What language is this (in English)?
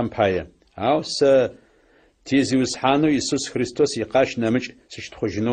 Adyghe